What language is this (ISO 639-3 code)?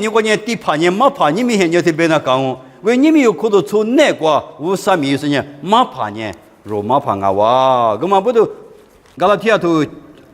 lis